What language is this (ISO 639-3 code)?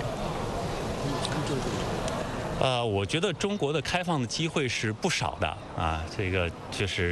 zho